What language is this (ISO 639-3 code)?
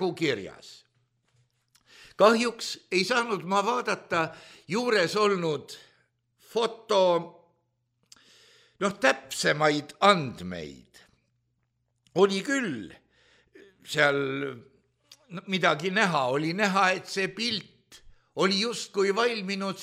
est